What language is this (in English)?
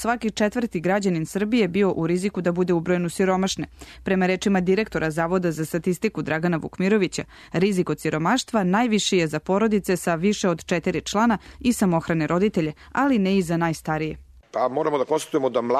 Serbian